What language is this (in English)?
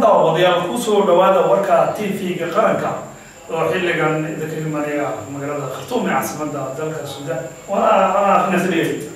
Somali